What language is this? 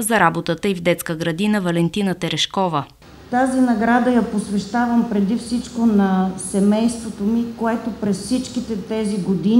Bulgarian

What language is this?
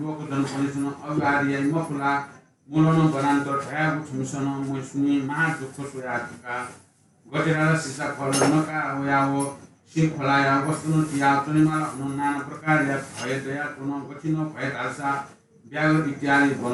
Newari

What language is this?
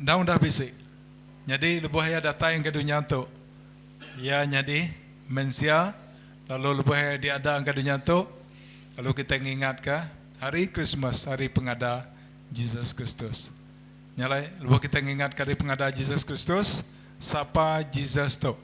Iban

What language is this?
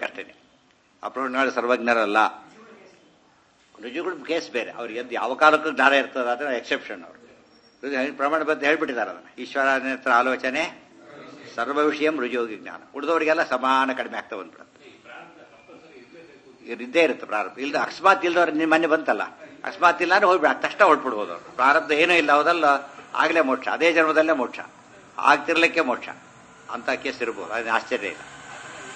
Kannada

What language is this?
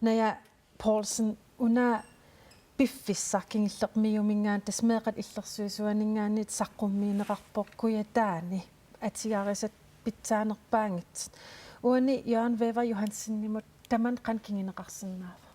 Kalaallisut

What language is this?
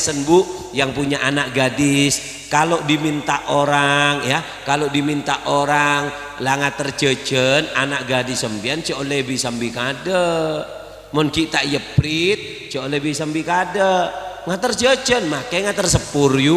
Madurese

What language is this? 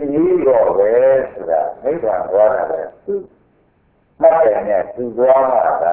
Burmese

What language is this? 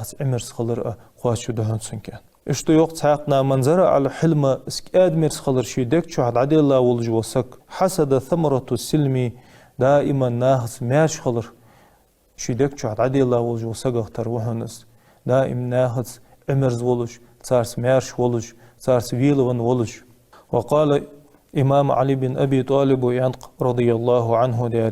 Ingush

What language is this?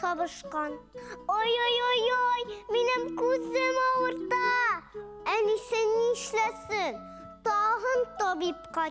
Tatar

